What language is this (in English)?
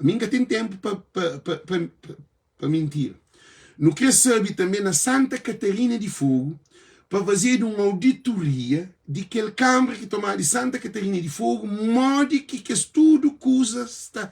Kabuverdianu